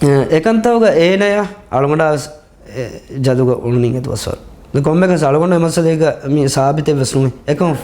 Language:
Divehi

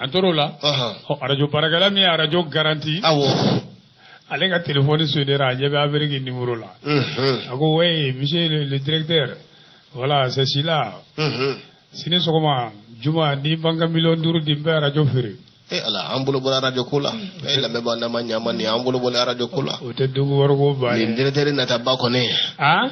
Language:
Bambara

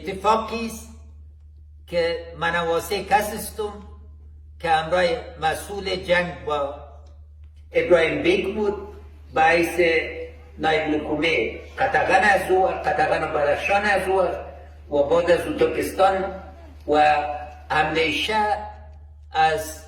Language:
Persian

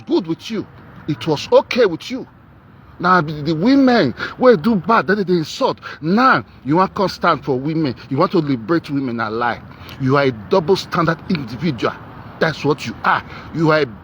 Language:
Nigerian Pidgin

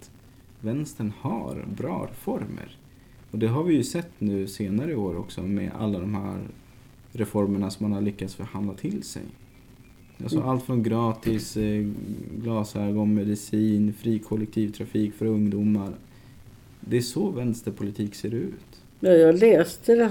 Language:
Swedish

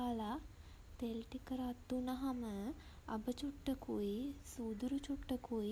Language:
Sinhala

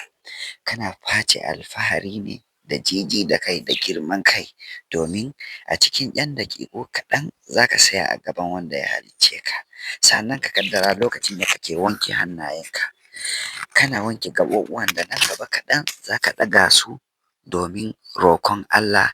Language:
Hausa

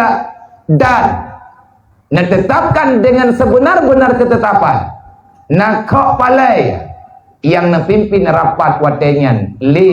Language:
Achinese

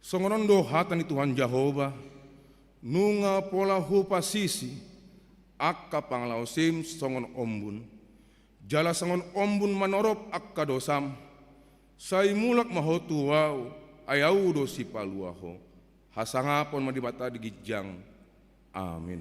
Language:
Batak Toba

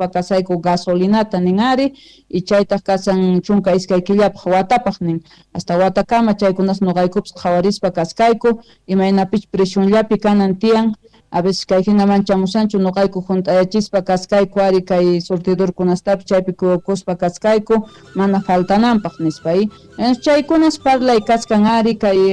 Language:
South Bolivian Quechua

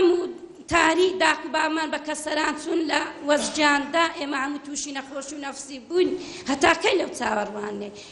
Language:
Central Kurdish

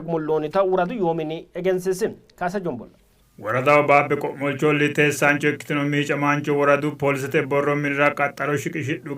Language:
Sidamo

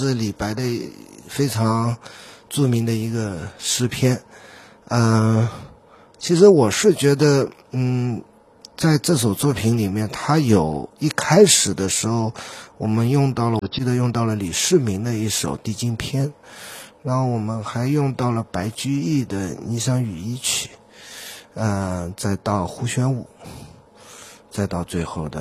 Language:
Chinese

